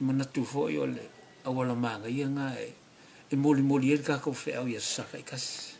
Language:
Samoan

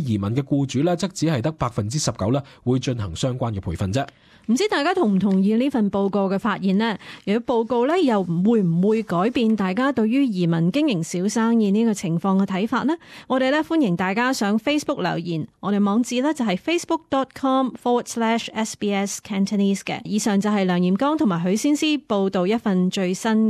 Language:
Cantonese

